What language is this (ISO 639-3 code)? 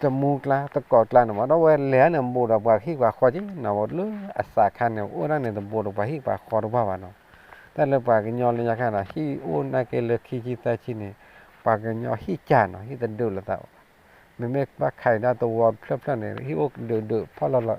ksw